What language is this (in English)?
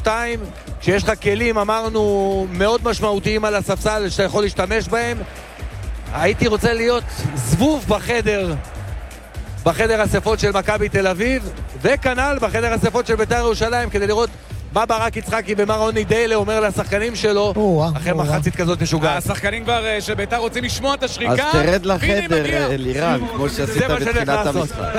Hebrew